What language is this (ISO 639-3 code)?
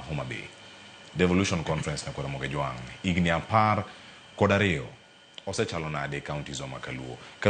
luo